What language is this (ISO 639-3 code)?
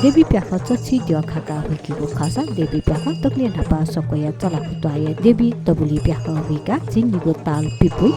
new